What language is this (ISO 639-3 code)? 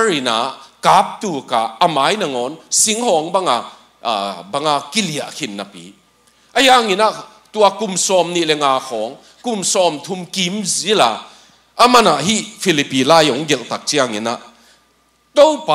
ctd